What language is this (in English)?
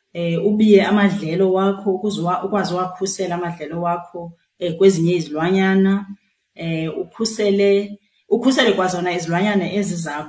Xhosa